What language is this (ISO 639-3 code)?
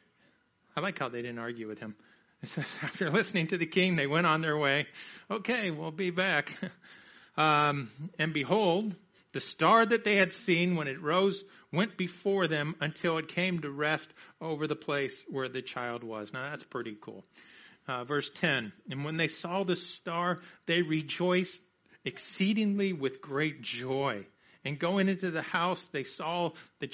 eng